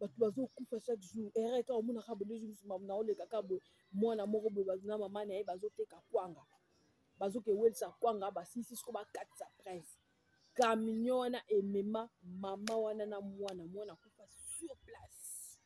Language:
Lingala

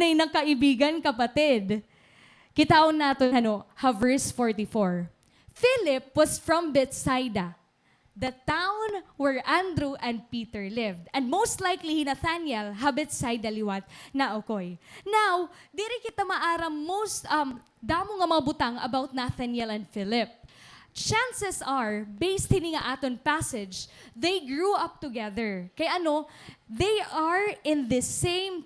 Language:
Waray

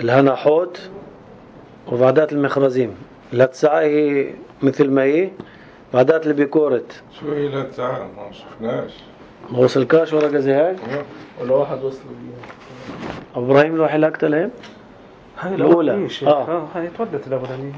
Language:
North Levantine Arabic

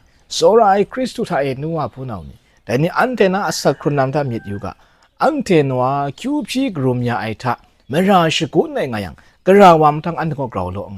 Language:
Kachin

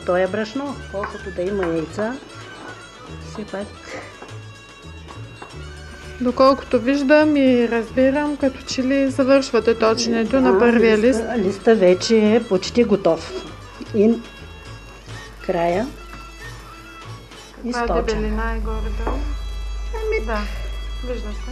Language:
Bulgarian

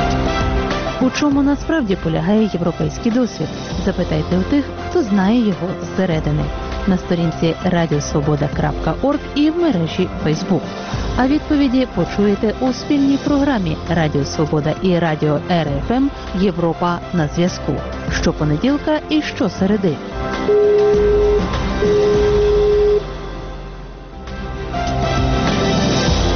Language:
Ukrainian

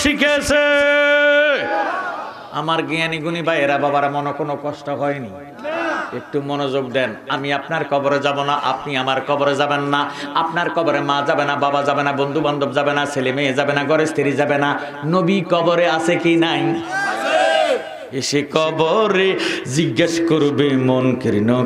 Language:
Bangla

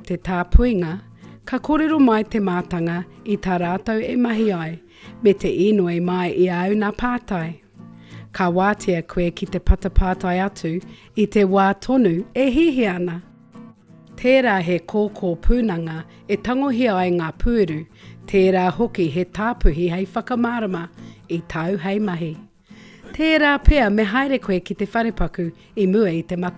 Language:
Māori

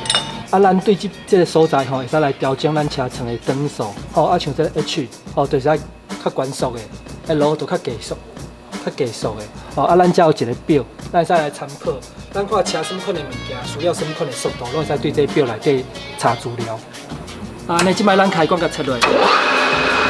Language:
Min Nan Chinese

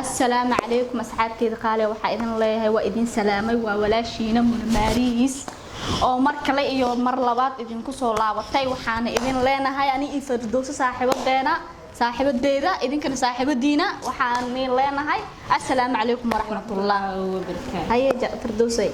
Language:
Somali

